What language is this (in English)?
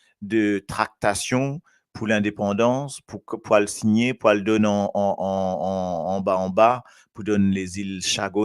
Morisyen